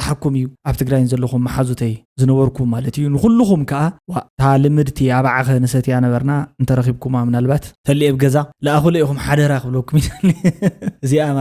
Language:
Tigrinya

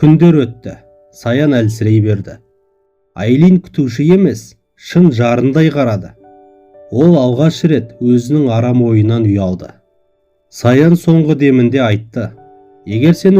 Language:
Kazakh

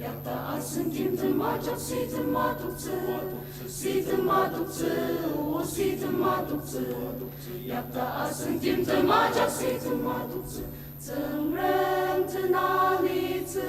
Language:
Ao Naga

